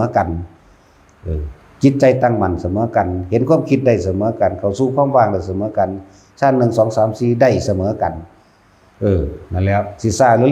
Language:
Northeastern Thai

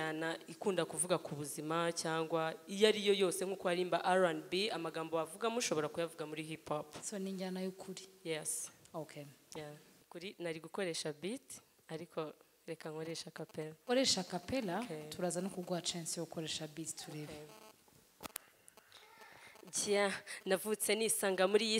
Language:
Kinyarwanda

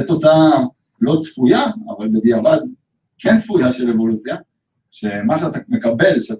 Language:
Hebrew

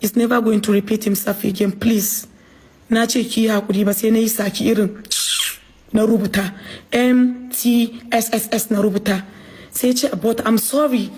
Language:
Hausa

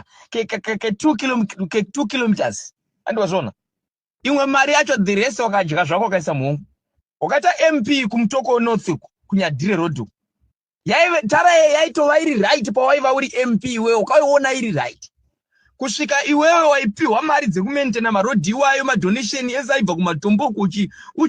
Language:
Shona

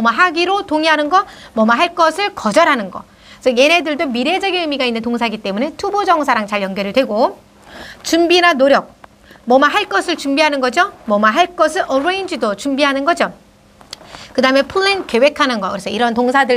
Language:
Korean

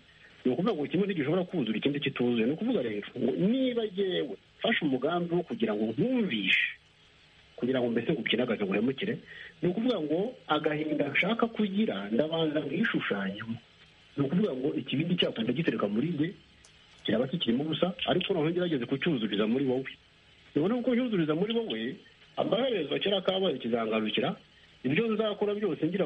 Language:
Kinyarwanda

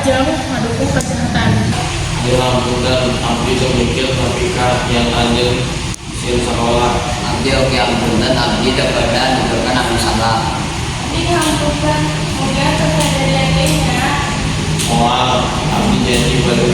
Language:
Sundanese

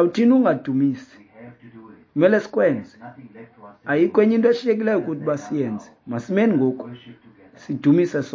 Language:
Xhosa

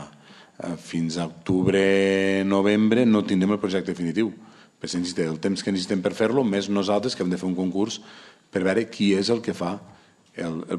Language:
Catalan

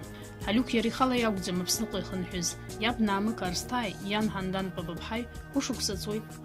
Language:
Abkhazian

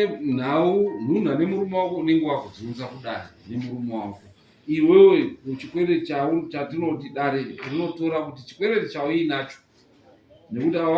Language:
Shona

